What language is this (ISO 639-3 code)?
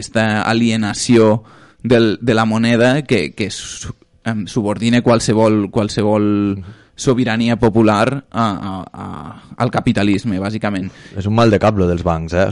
cat